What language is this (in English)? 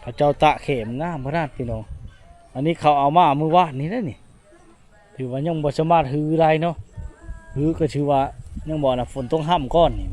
Lao